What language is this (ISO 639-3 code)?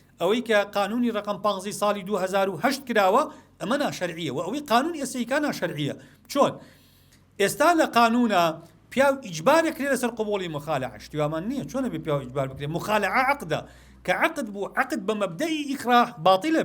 ckb